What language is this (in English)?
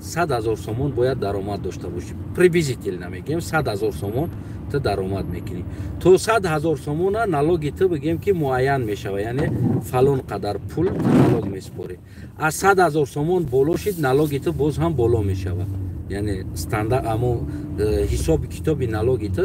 Tajik